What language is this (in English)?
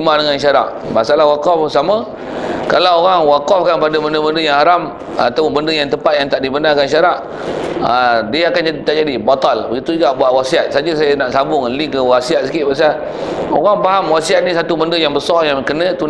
Malay